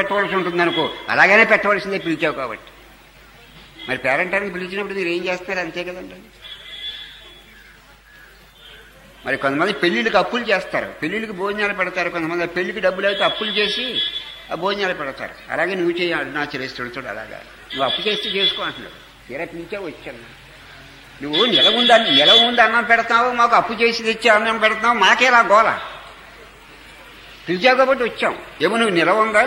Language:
Telugu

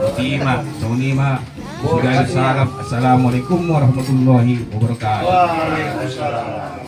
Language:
Batak Toba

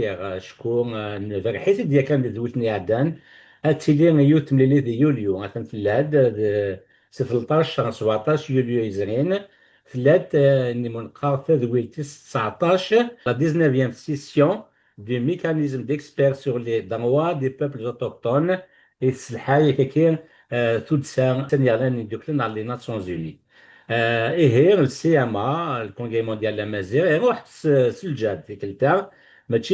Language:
Kabyle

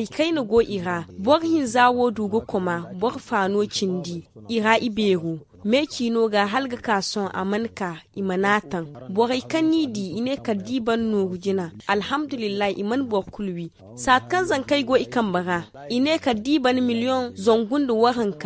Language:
Zarma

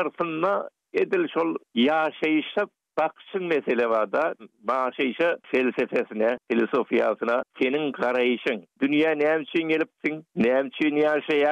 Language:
Turkmen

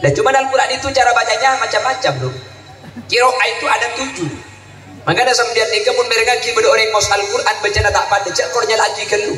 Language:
Madurese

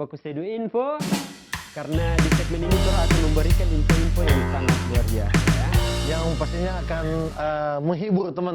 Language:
Manado Malay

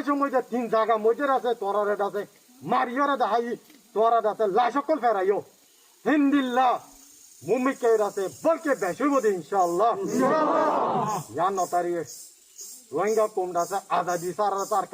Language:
Rohingya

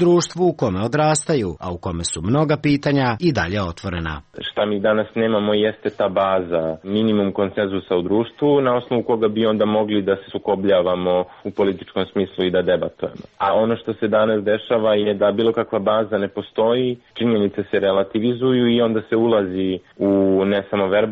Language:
Serbian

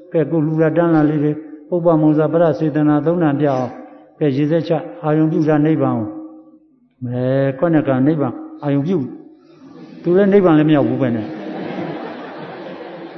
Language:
Burmese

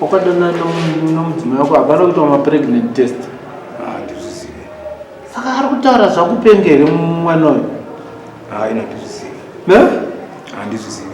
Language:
Shona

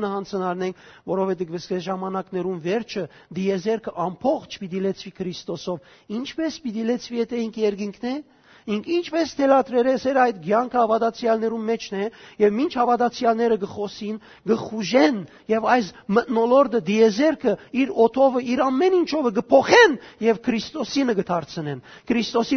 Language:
Western Armenian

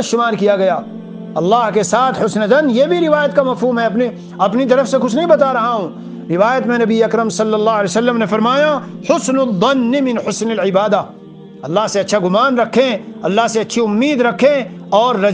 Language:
Urdu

